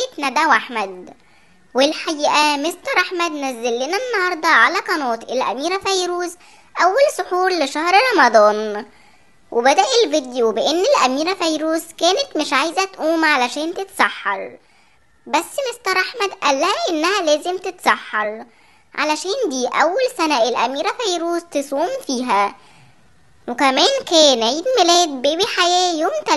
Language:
Egyptian Arabic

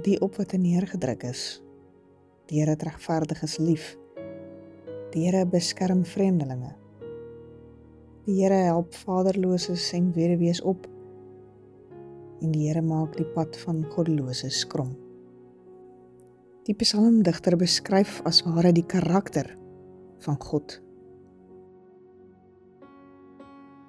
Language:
Afrikaans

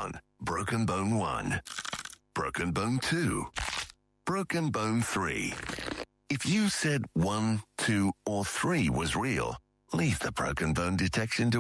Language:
English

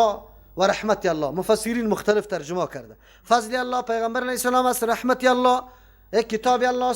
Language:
Persian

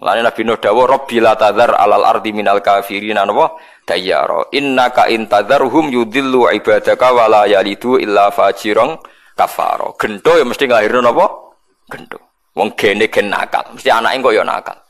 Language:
Javanese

